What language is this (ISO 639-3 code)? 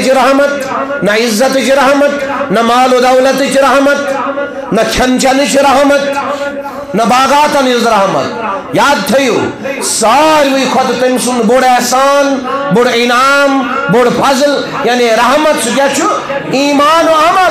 kas